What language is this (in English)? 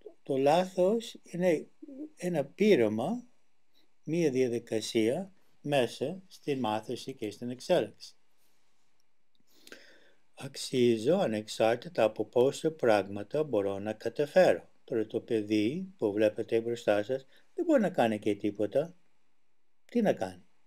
Greek